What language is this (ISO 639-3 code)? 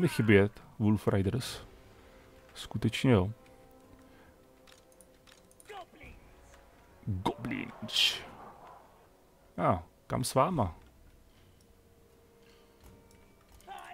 ces